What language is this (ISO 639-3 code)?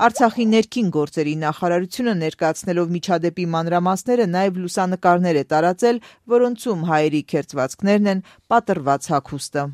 hye